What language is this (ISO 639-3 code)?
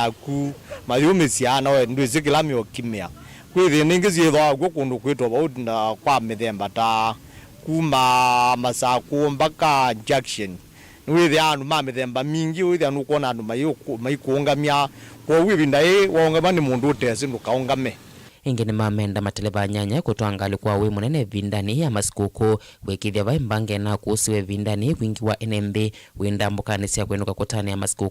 kam